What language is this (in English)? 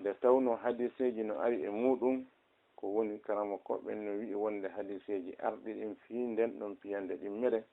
Fula